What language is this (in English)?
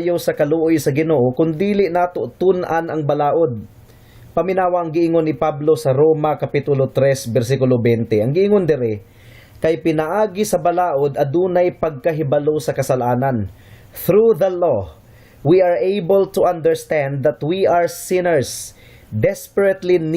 Cebuano